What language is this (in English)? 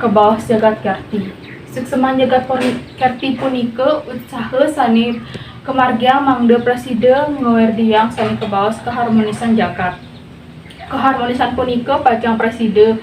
Balinese